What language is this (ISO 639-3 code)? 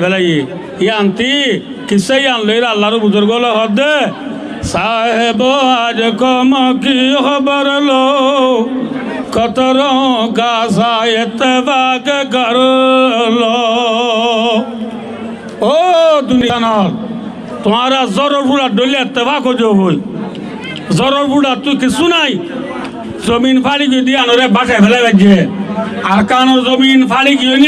rhg